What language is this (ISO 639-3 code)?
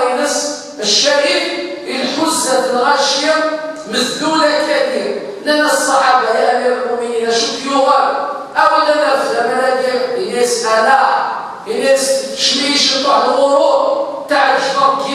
kab